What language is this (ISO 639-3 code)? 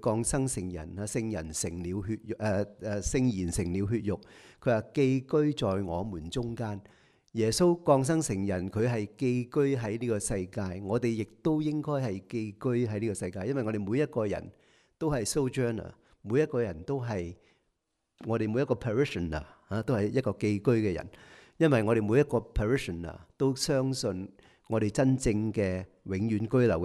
yue